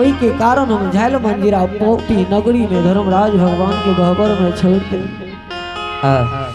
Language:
Angika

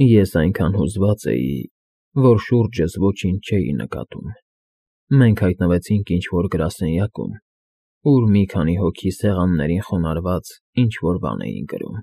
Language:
Armenian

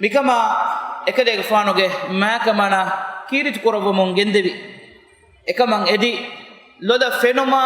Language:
Divehi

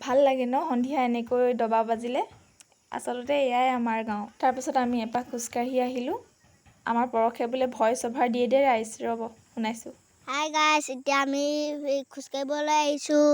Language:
Assamese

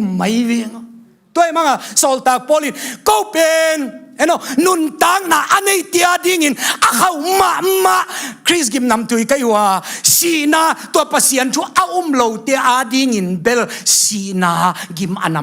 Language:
Tedim Chin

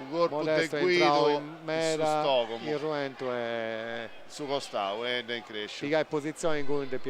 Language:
Sardinian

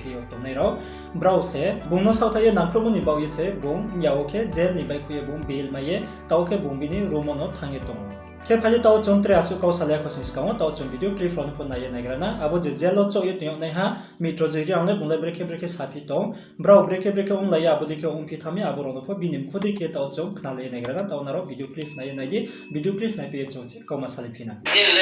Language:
Riang (India)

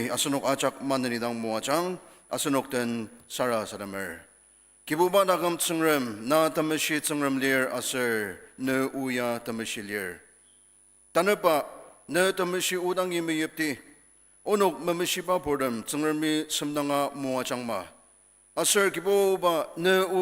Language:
Ao Naga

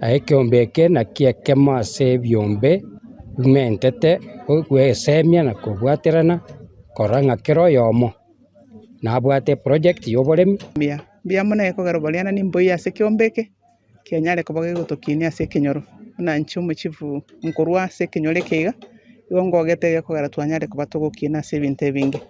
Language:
Gusii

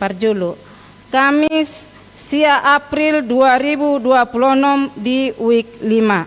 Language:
Batak Toba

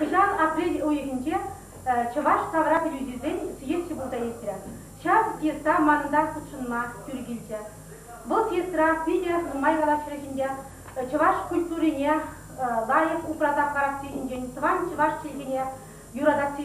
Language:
Chuvash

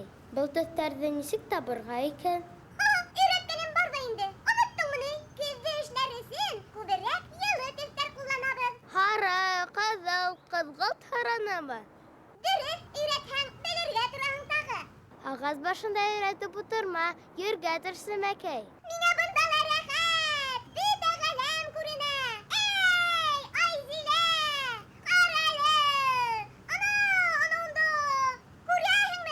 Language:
Bashkir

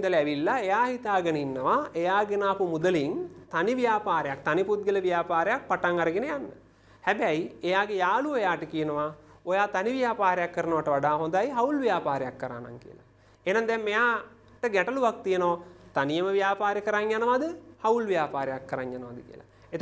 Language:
Sinhala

